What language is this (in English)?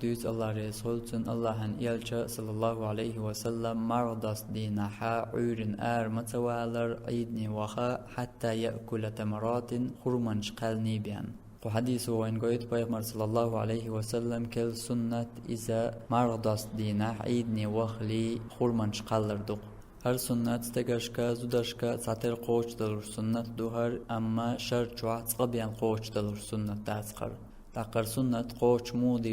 Chechen